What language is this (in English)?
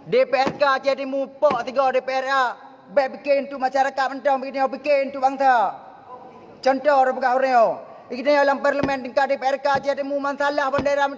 Achinese